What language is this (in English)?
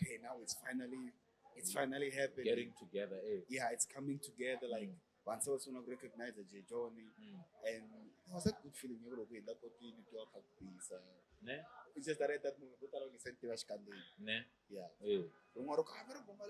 Tsonga